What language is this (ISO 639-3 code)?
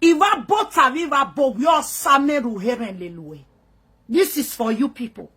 pcm